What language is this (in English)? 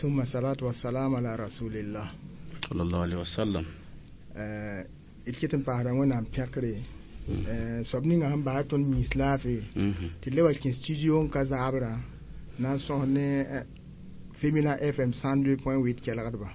Mossi